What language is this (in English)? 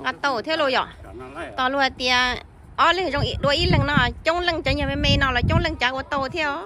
Hmong